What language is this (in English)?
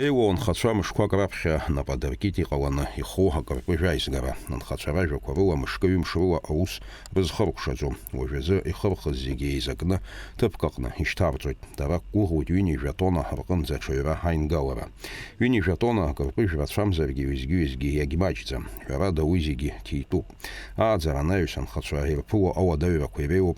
Abkhazian